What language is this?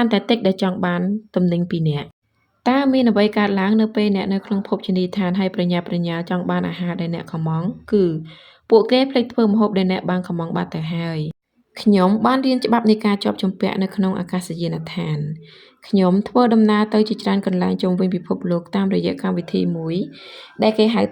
Khmer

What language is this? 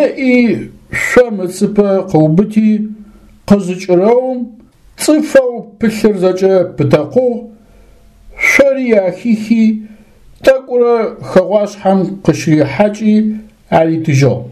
Adyghe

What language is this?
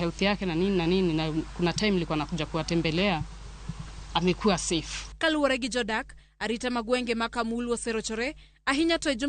Luo (Kenya and Tanzania)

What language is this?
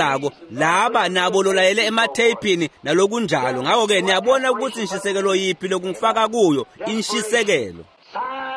Swati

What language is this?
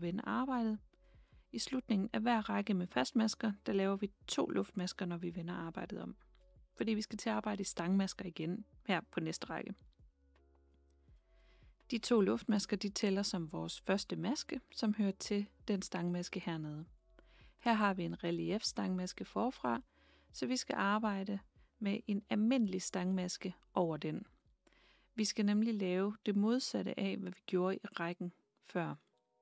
Danish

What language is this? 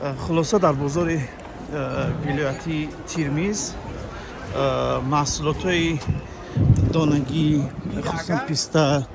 Tajik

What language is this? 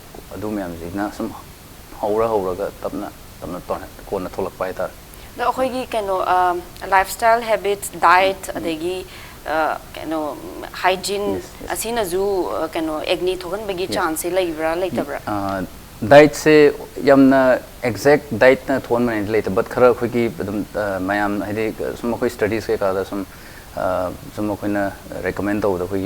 Manipuri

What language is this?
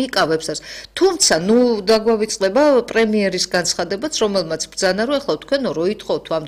Georgian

